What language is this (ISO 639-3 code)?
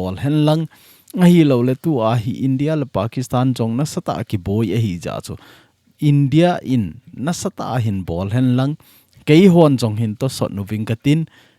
tcz